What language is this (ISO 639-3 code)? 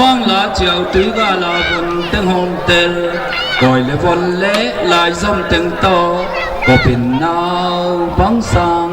ctd